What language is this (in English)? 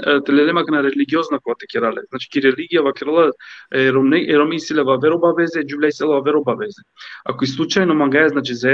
Balkan Romani